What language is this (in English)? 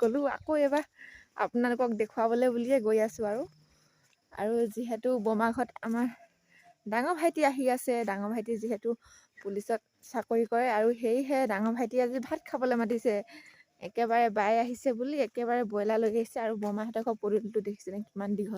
Assamese